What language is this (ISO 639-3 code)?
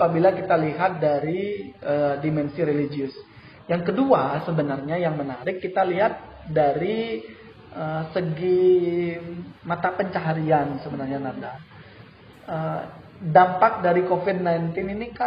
ind